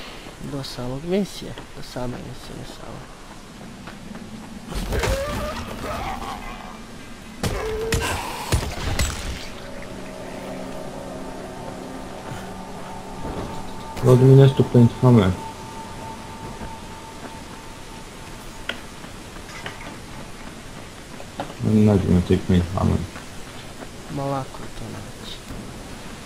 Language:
Croatian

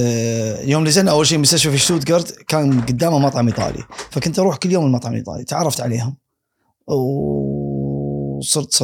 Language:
Gulf Arabic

